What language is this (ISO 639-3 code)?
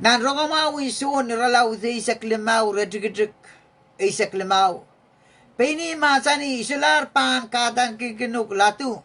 pon